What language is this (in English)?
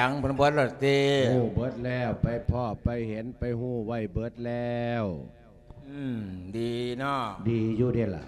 Lao